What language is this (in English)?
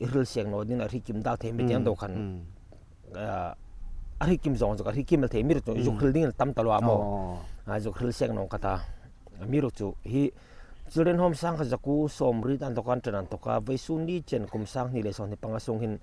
Hmar